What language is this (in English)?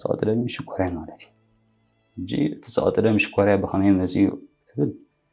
Tigrinya